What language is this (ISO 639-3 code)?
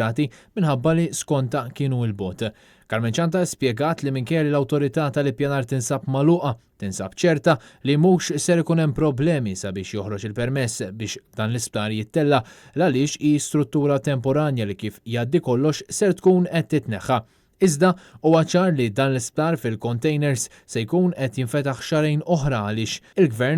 mlt